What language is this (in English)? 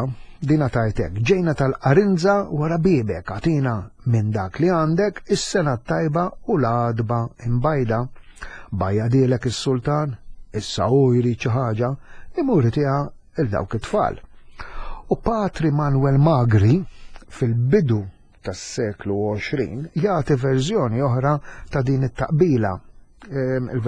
Maltese